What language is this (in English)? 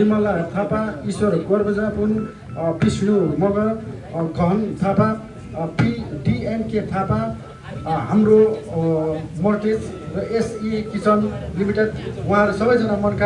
Nepali